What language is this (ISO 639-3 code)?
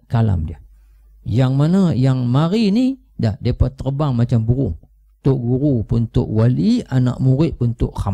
msa